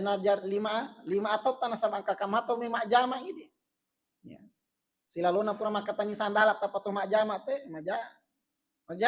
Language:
Buginese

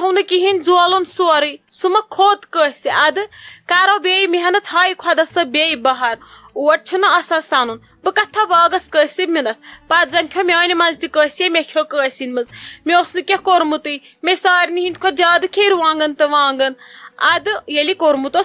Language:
Kashmiri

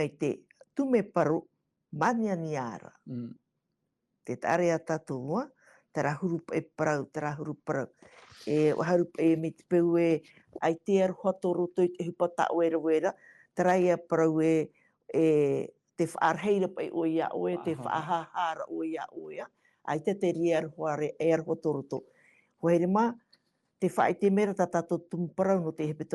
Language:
Tahitian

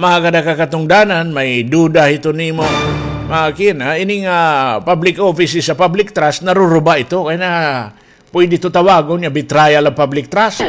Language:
Waray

